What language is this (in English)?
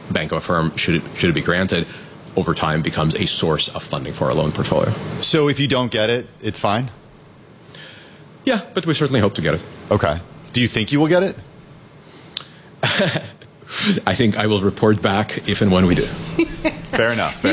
English